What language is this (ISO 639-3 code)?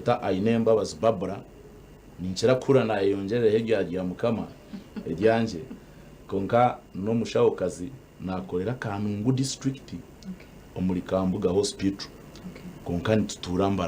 nyn